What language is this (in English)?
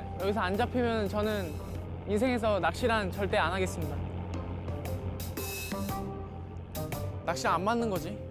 Korean